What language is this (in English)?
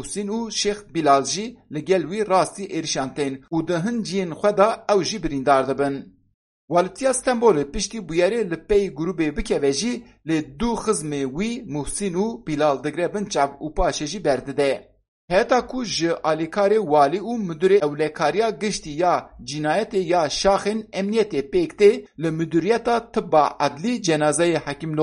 Kurdish